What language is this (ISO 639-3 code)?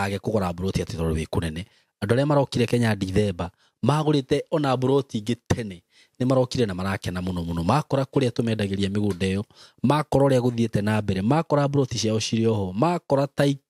kik